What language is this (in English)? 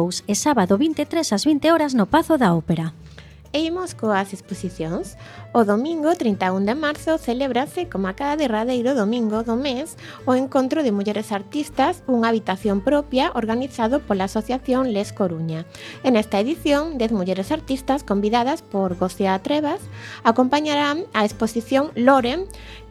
Galician